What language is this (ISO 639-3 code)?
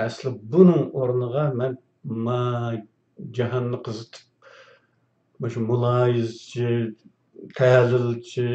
uig